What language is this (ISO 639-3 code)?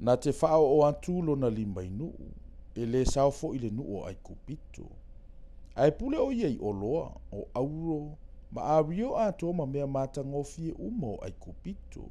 smo